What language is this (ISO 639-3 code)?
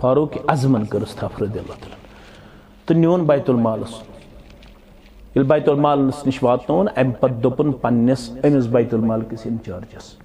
kas